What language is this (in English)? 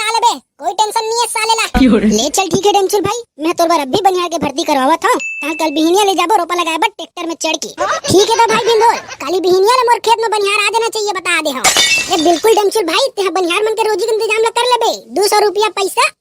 Chhattisgarhi